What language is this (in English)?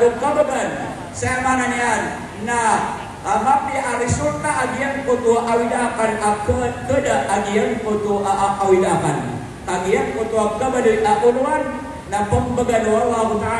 Maranao